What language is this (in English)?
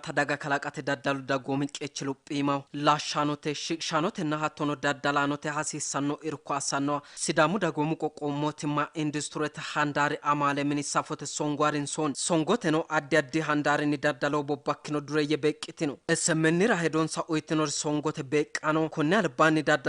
Sidamo